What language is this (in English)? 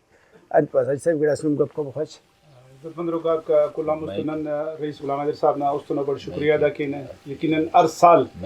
Brahui